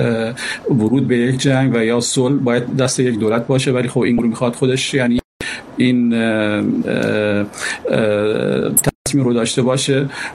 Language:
Persian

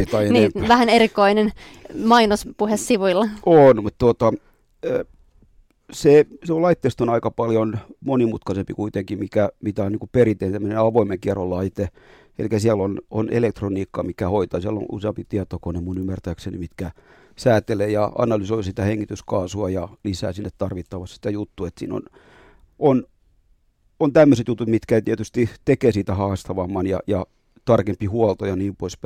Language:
Finnish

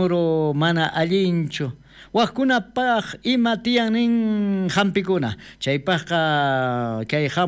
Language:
South Bolivian Quechua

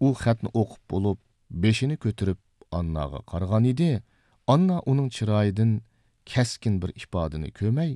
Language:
Uyghur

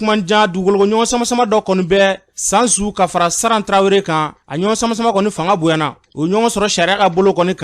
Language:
Bambara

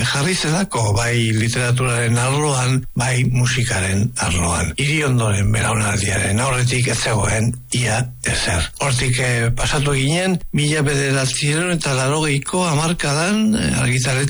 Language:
Basque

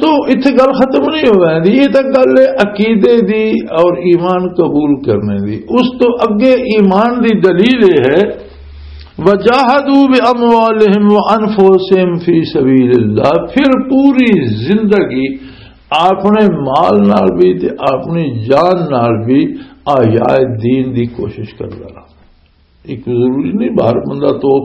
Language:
Western Panjabi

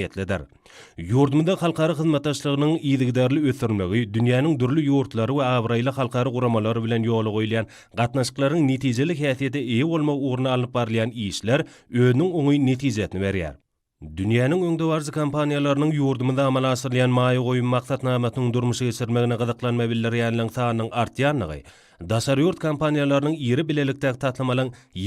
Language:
Turkmen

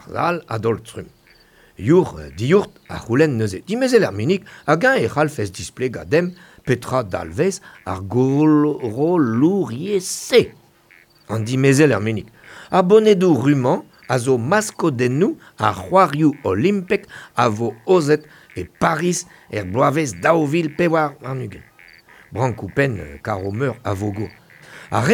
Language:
Breton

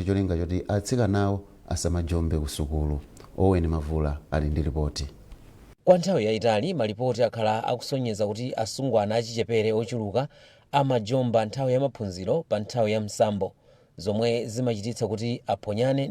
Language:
Nyanja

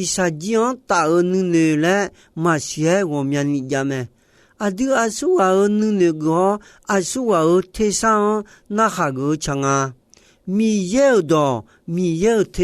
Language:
Akha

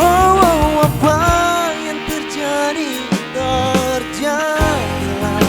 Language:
Ambonese Malay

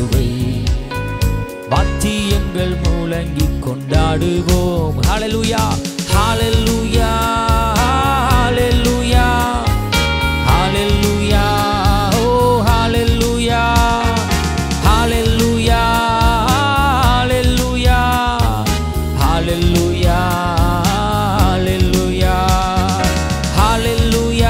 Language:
Tamil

